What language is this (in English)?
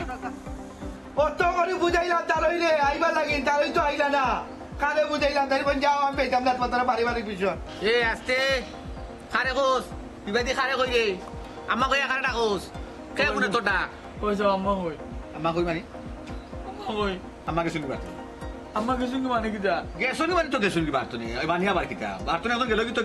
Sylheti